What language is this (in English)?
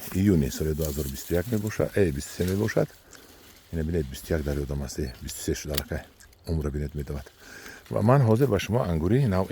Tajik